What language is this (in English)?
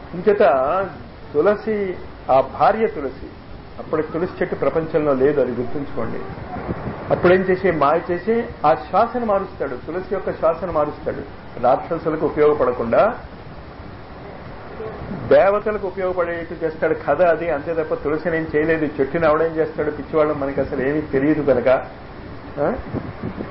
Telugu